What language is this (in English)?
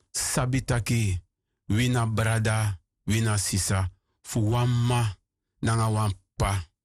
Sranan Tongo